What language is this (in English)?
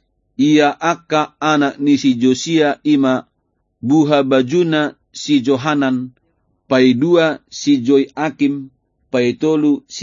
Batak Toba